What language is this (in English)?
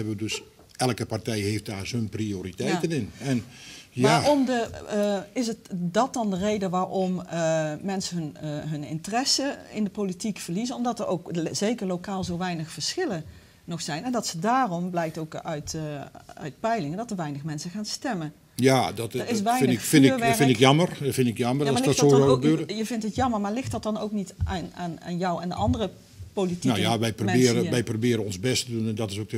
Dutch